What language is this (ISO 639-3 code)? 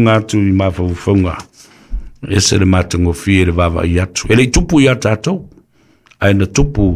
smo